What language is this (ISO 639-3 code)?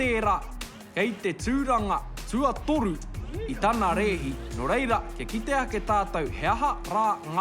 mri